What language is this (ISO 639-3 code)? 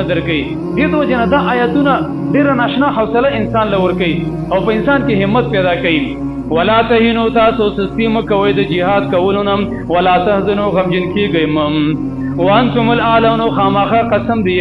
pus